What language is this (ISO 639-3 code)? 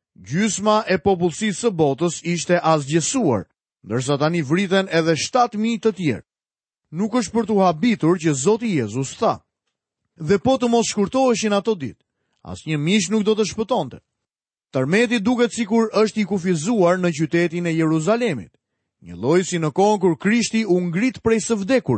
sqi